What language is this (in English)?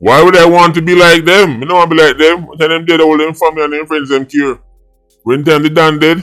Jamaican Creole English